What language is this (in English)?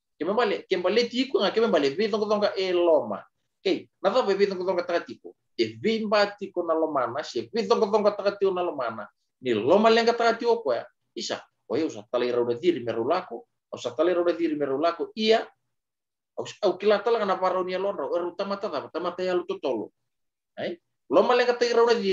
Fijian